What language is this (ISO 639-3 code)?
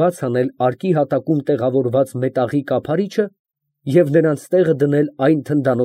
hye